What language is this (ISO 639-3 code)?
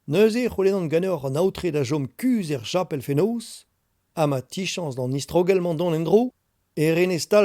bre